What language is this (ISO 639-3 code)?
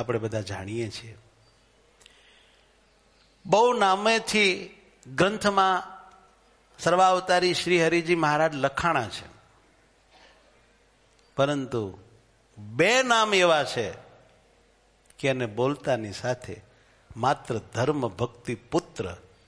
guj